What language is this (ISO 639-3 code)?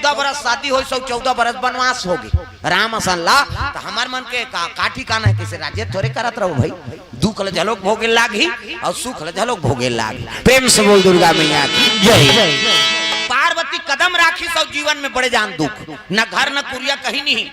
hne